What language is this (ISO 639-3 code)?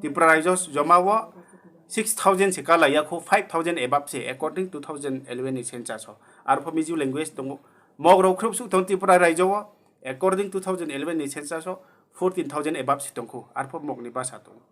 ria